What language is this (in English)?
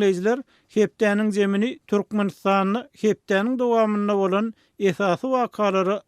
Turkmen